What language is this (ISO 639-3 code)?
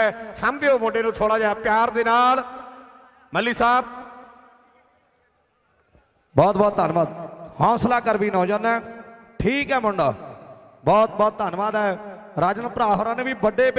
pan